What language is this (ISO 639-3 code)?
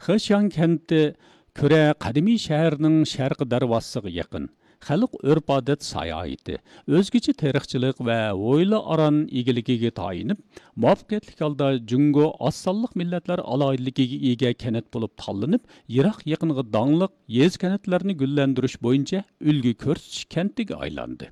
uig